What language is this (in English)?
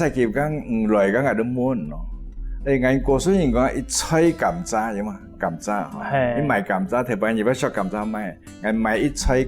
Hakka Chinese